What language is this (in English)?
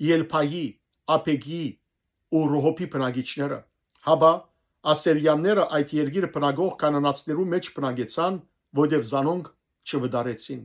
Western Armenian